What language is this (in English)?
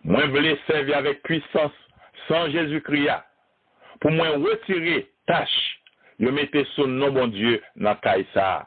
Haitian Creole